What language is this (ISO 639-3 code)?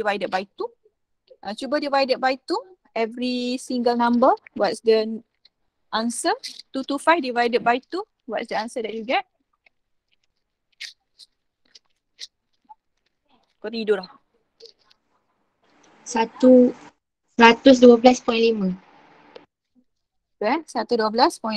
msa